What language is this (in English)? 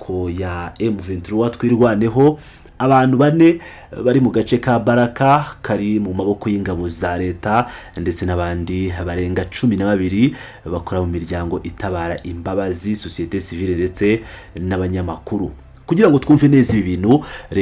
Kinyarwanda